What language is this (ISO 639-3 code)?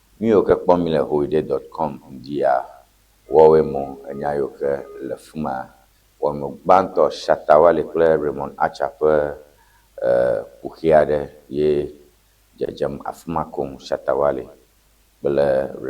ewe